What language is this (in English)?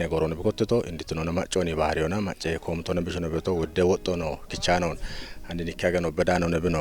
Kafa